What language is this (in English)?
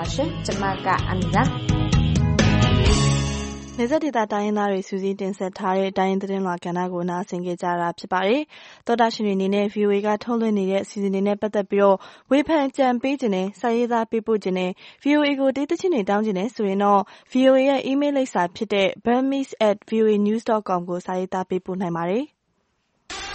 Burmese